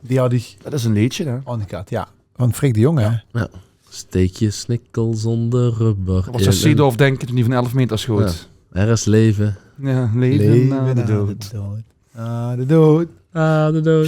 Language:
Limburgish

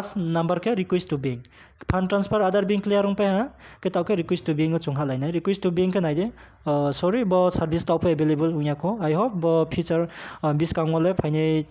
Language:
Riang (India)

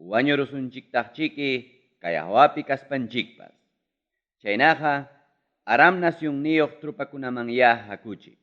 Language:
Ayacucho Quechua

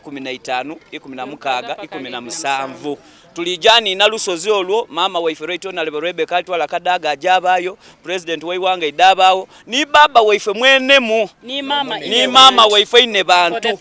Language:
Soga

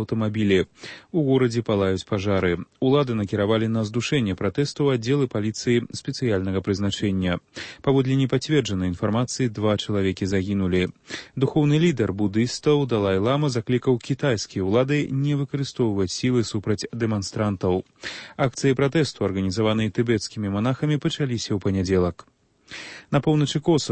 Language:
Belarusian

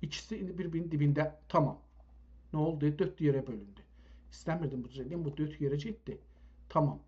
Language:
South Azerbaijani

